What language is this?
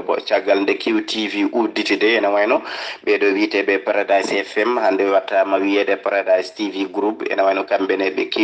Fula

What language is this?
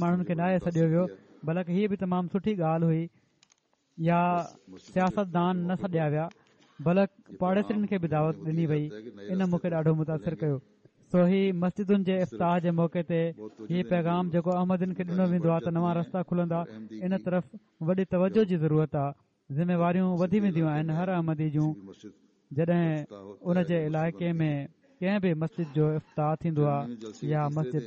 Sindhi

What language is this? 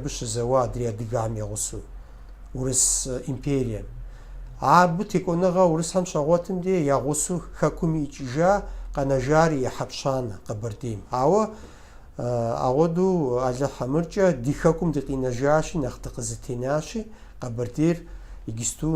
Kabardian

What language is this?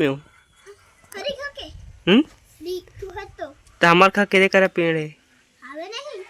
Chhattisgarhi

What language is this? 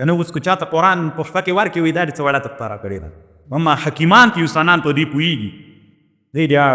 Pashto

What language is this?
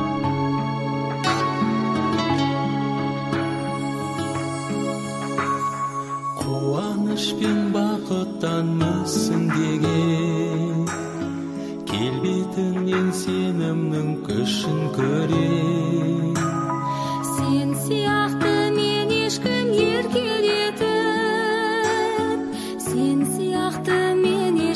Kazakh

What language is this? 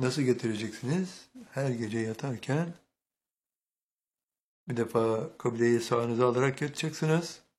Turkish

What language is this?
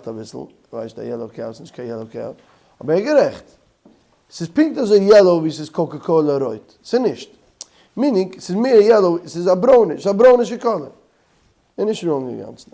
Yiddish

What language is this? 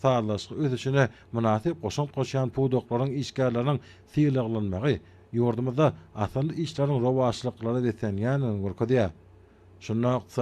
Turkmen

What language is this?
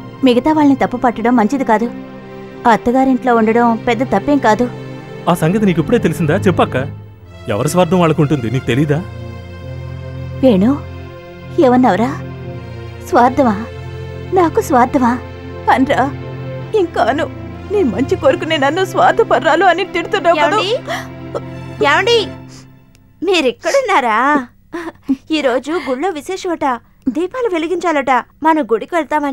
Telugu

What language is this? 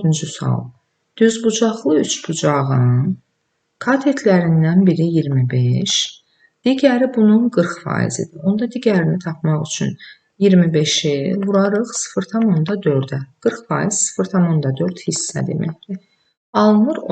Azerbaijani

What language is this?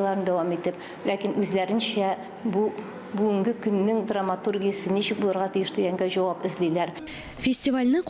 Tatar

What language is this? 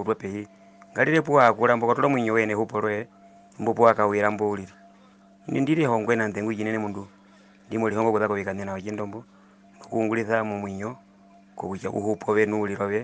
Herero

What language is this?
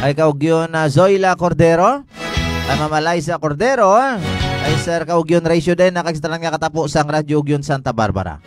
Hiligaynon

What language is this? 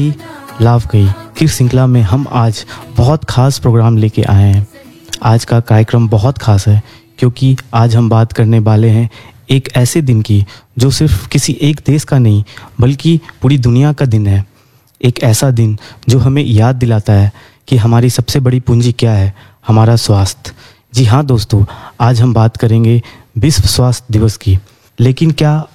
Hindi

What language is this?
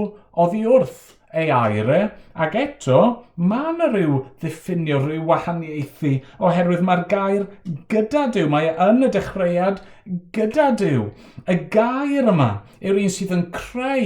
Welsh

